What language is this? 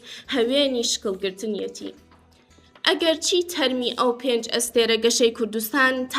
Central Kurdish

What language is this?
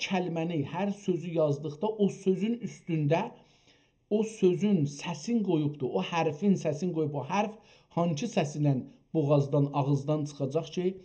South Azerbaijani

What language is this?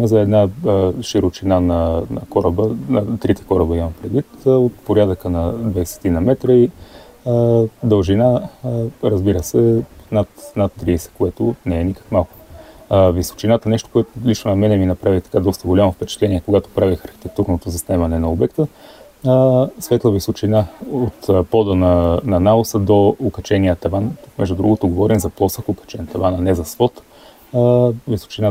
Bulgarian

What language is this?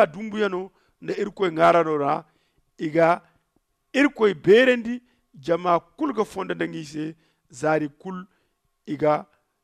Zarma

